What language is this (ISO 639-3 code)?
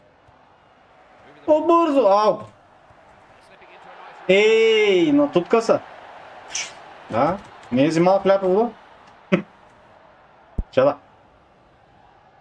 bul